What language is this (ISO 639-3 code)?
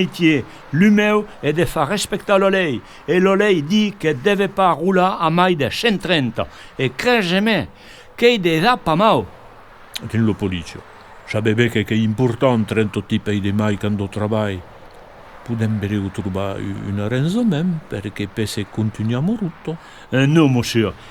oci